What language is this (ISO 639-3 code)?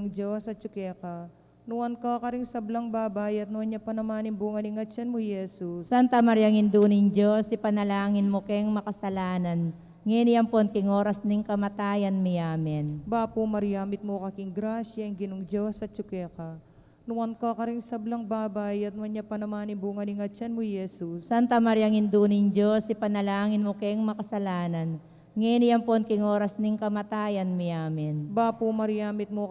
pam